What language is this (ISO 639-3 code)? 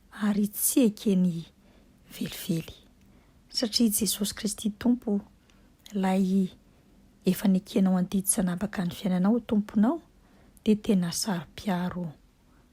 mlg